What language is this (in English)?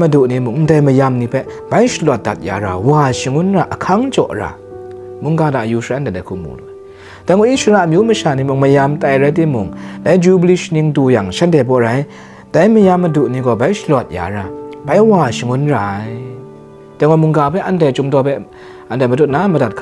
Kachin